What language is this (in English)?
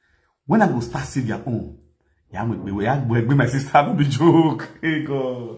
Nigerian Pidgin